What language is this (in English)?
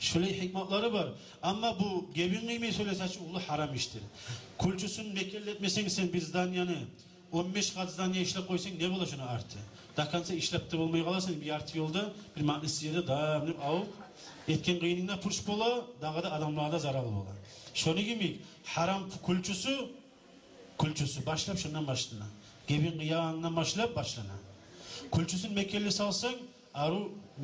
Kumyk